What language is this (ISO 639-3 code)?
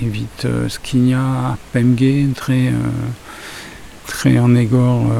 bre